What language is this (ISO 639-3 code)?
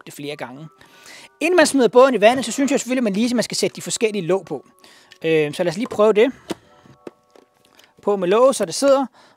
dan